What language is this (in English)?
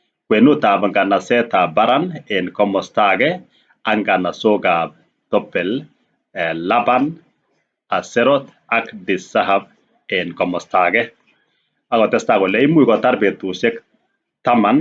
Kalenjin